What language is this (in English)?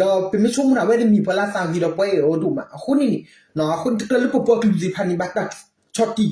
S'gaw Karen